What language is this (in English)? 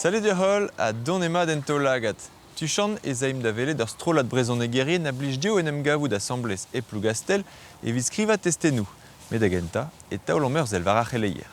Breton